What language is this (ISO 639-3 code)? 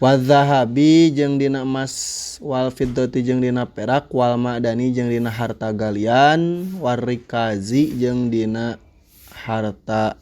sun